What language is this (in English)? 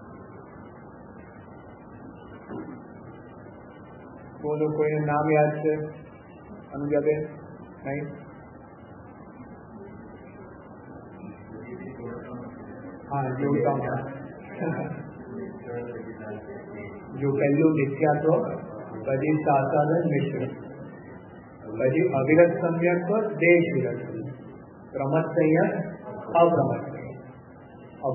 Gujarati